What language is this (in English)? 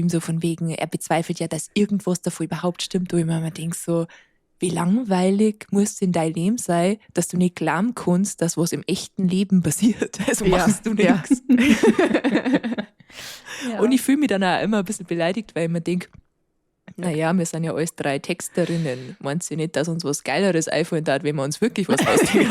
Bavarian